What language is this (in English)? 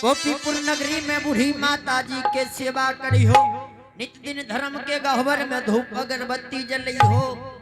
Angika